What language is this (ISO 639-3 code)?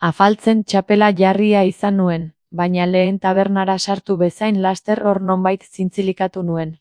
eus